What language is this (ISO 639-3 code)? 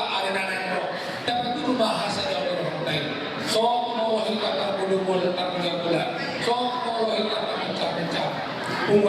bbc